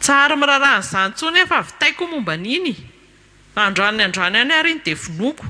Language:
Malagasy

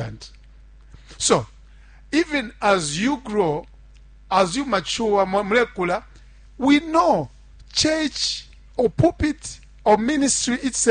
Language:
Bemba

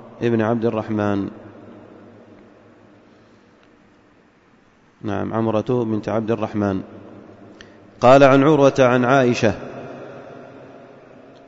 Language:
Arabic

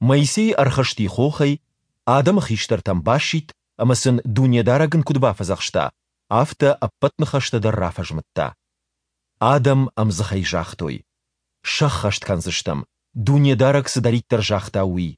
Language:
Ossetic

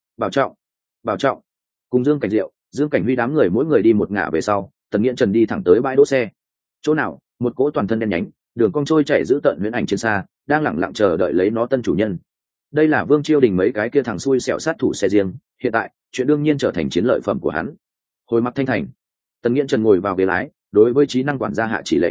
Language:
Vietnamese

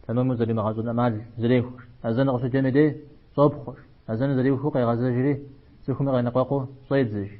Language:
Kabardian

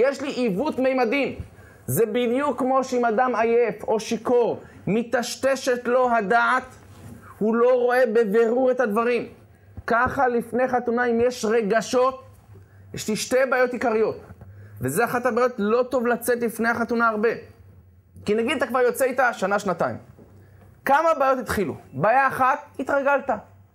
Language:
Hebrew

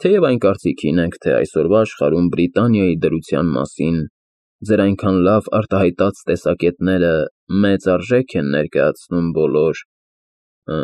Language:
Armenian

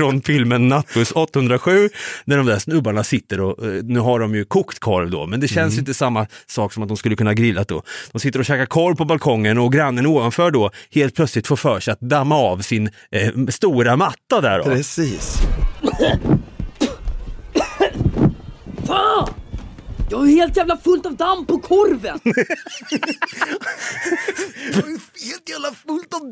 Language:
Swedish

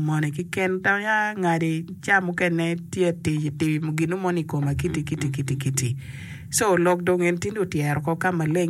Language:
Acoli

